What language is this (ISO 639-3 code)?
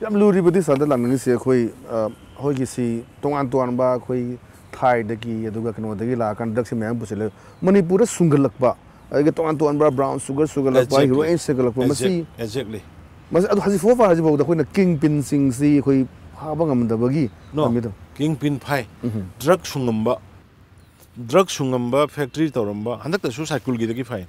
mni